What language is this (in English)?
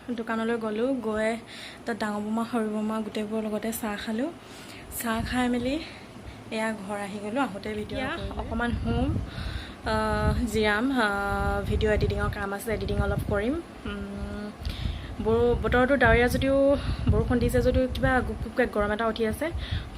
Assamese